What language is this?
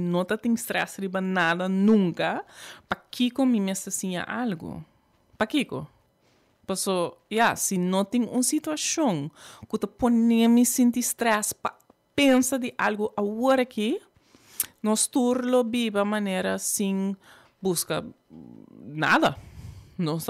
Papiamento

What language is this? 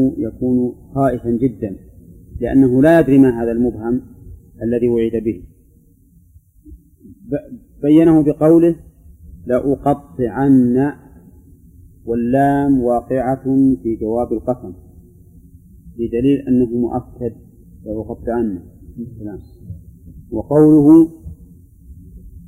Arabic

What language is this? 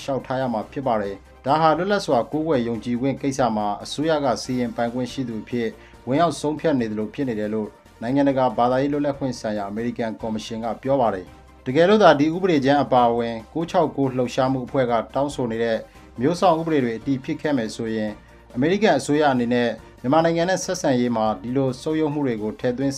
Burmese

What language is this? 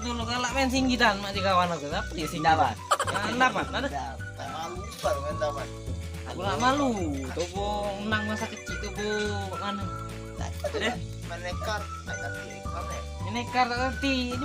Musi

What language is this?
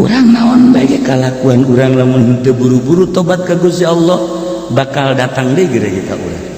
Sundanese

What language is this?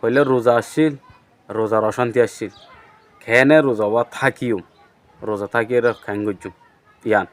Rohingya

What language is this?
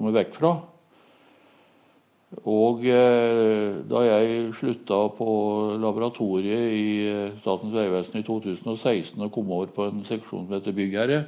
Norwegian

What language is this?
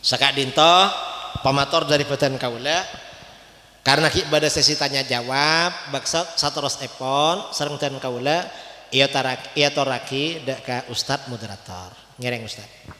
Madurese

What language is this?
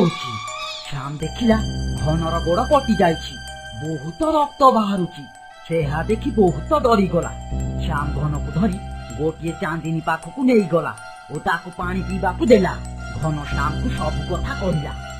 Odia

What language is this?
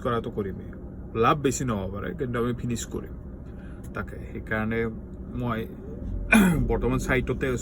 Assamese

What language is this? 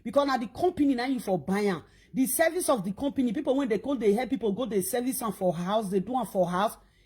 Nigerian Pidgin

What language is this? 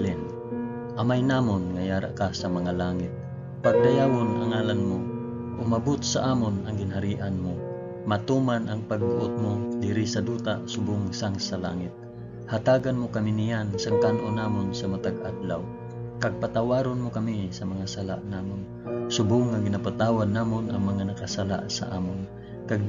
Hiligaynon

